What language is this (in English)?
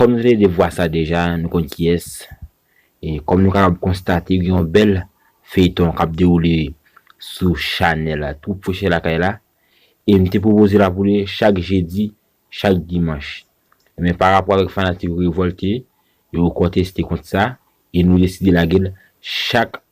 Haitian Creole